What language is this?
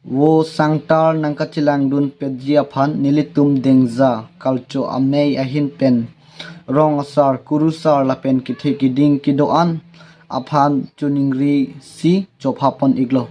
Karbi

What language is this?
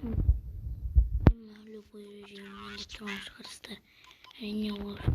Kazakh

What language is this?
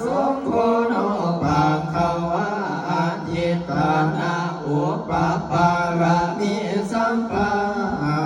Pali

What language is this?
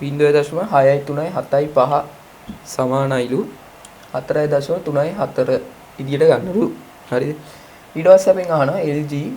Sinhala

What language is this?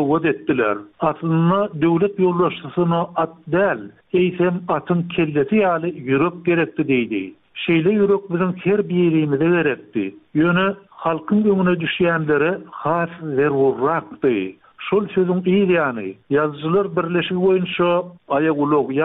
Turkmen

